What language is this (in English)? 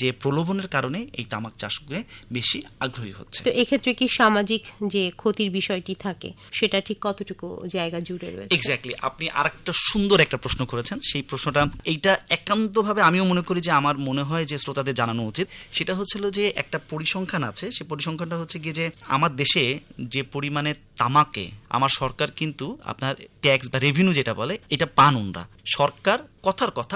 Bangla